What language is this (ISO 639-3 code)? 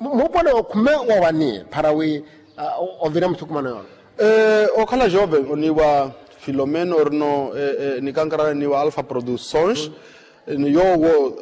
vmw